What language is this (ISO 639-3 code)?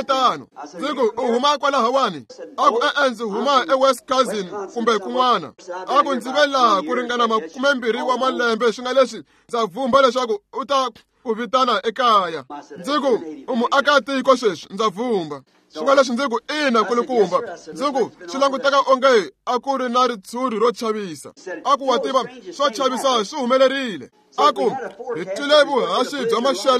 tso